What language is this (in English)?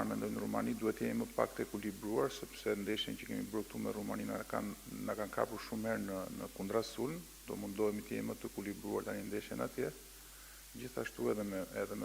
Albanian